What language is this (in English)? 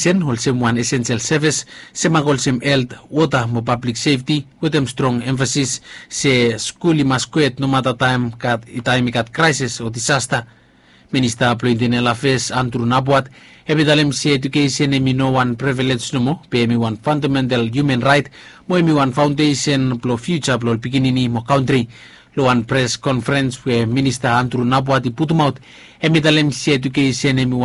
Bislama